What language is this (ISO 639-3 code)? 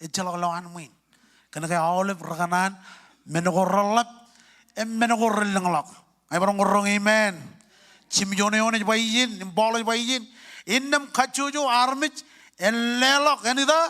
mah